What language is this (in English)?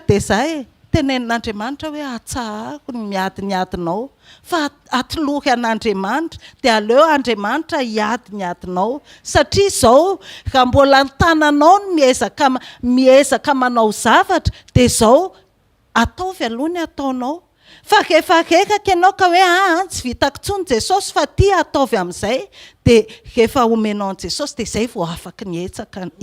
Malagasy